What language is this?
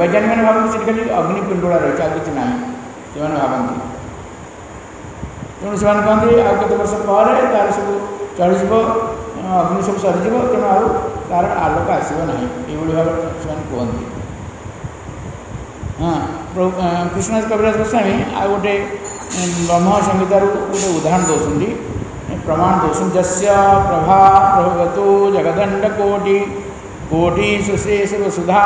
Odia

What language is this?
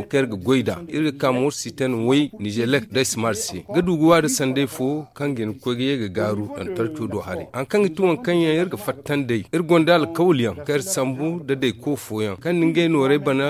Zarma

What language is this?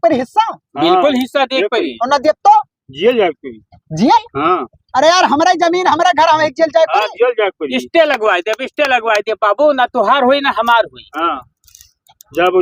Awadhi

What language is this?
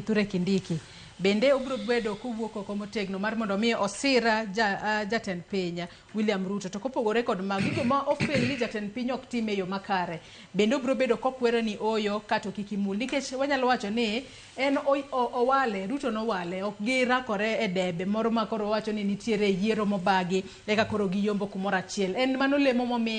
Luo (Kenya and Tanzania)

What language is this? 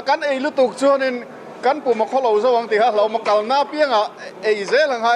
Mizo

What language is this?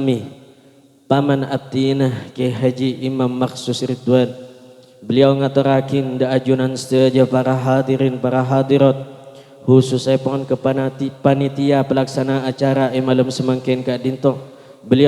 Madurese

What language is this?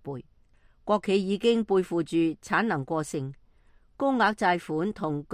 Cantonese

